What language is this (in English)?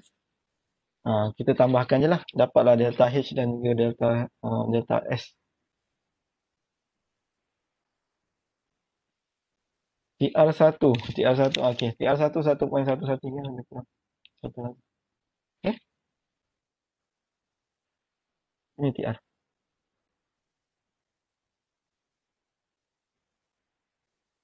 Malay